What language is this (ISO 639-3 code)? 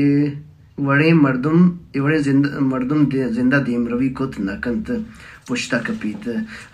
bal